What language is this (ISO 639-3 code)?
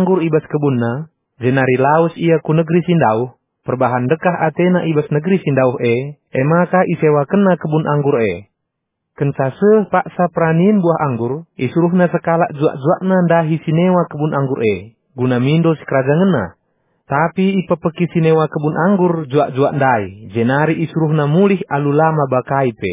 btx